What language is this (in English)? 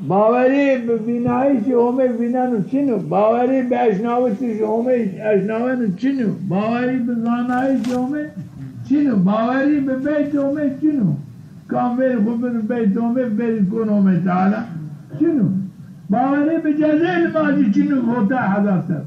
Zaza